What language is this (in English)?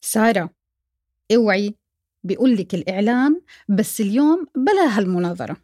North Levantine Arabic